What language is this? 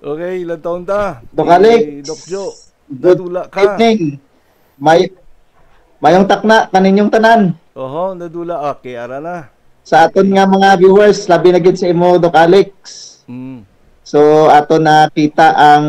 Hiligaynon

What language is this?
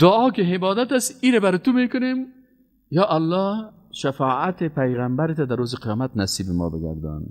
Persian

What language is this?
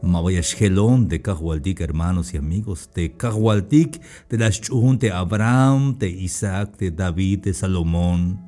Tzeltal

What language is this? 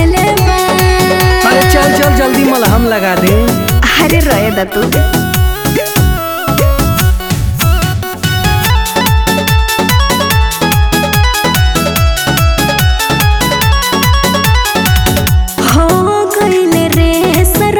Bhojpuri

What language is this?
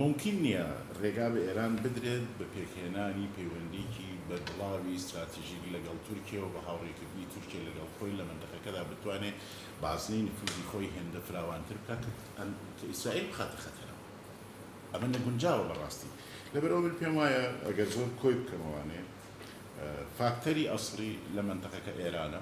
Central Kurdish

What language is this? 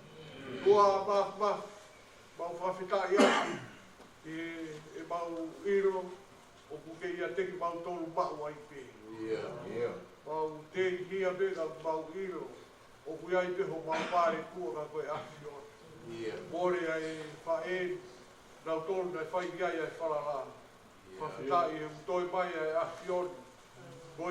Tongan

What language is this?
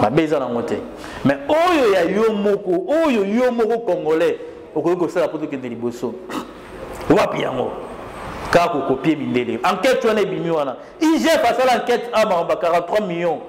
Lingala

